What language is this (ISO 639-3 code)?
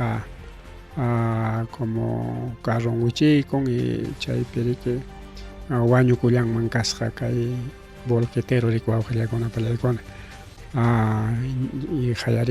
quy